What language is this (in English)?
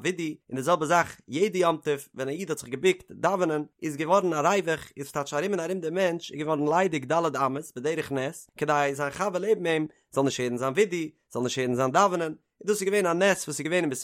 Yiddish